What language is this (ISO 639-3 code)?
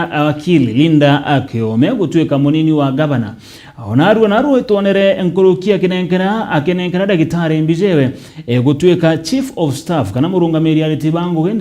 mer